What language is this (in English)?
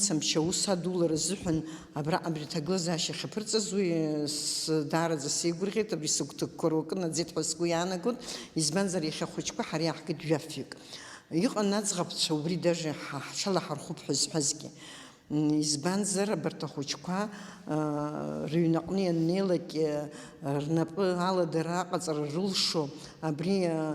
Abkhazian